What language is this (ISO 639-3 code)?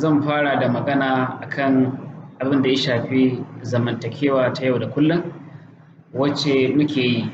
hau